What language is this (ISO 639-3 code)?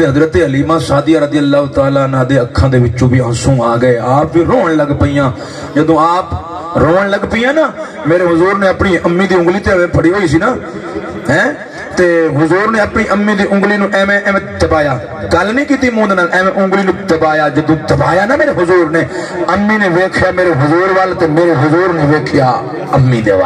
skr